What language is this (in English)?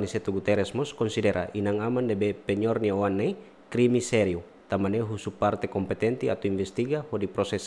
Tetum